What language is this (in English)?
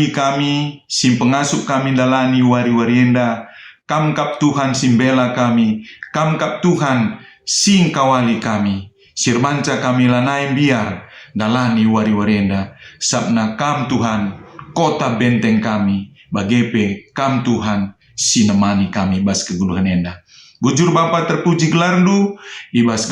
Batak Karo